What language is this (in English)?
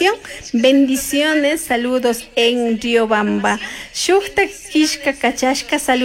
Chimborazo Highland Quichua